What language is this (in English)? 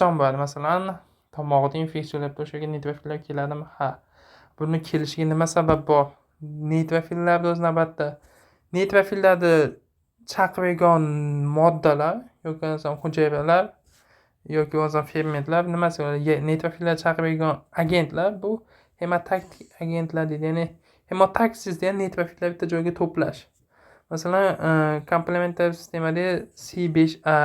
Uzbek